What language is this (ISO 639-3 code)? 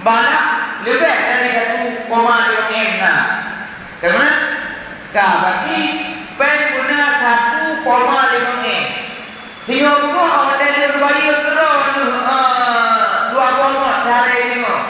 ace